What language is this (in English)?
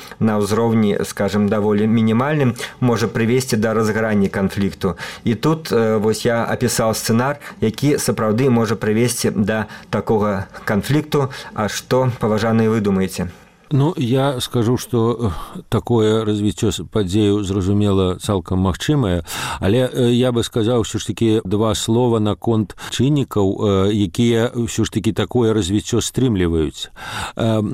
Belarusian